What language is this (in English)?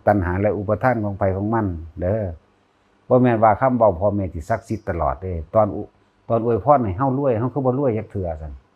Lao